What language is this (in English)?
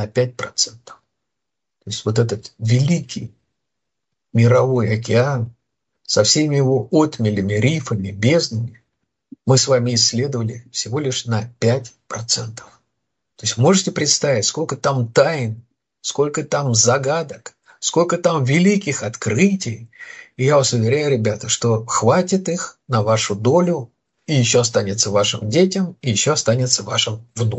Russian